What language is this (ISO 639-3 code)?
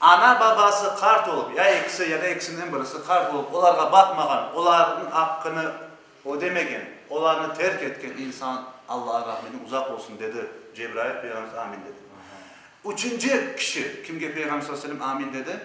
crh